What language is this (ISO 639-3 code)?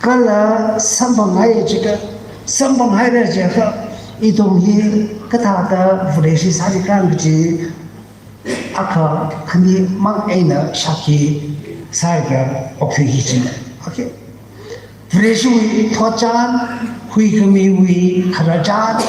nmf